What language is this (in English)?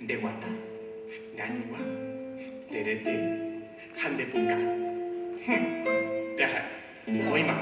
Guarani